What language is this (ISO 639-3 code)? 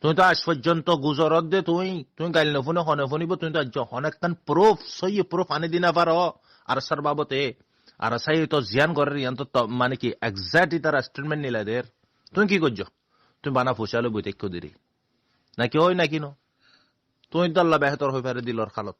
rhg